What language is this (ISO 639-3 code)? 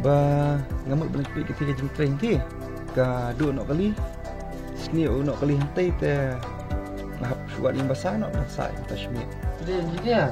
kha